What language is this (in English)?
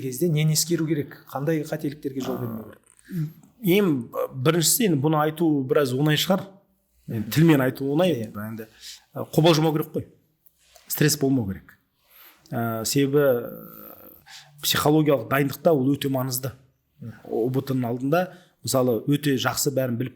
Kazakh